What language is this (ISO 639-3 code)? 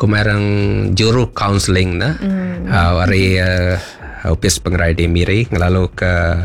iba